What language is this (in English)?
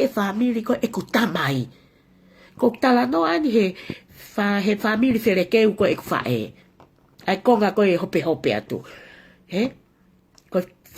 Tongan